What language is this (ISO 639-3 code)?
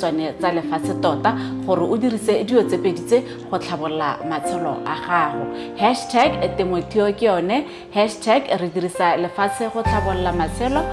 tsn